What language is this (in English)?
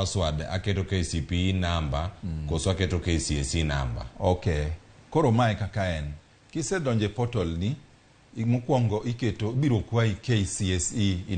Luo (Kenya and Tanzania)